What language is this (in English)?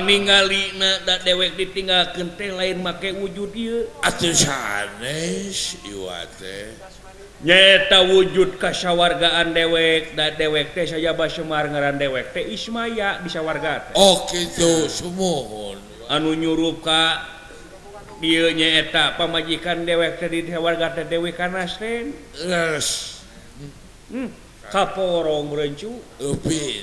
Sundanese